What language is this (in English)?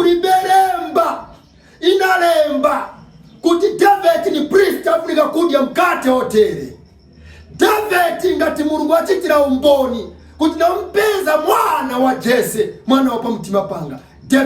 Nyanja